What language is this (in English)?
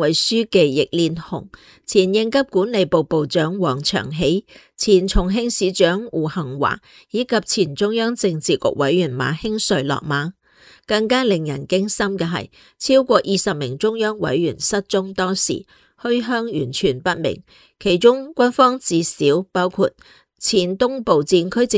Cantonese